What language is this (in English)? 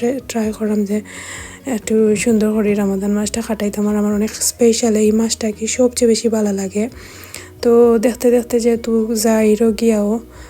Sylheti